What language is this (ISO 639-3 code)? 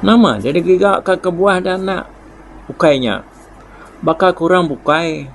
iba